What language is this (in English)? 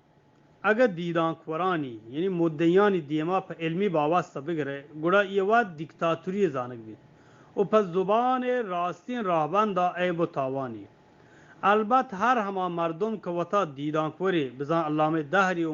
Eastern Balochi